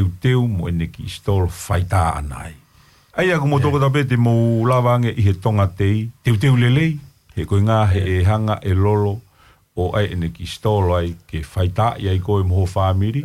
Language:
Tongan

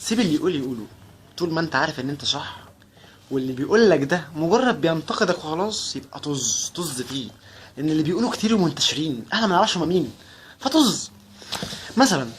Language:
Egyptian Arabic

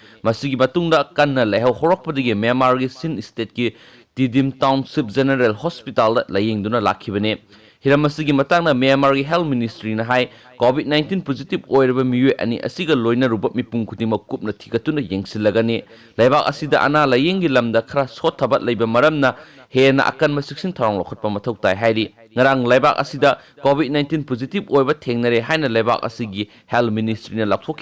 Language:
Manipuri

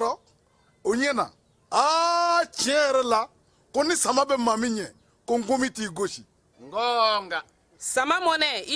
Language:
Bambara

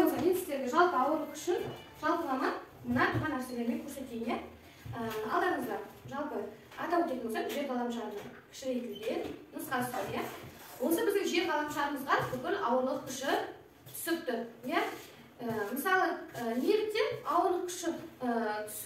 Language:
Kazakh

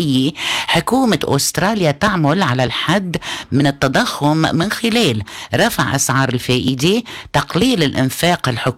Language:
Arabic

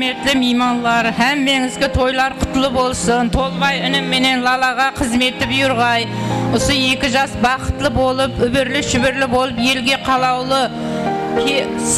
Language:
Kara-Kalpak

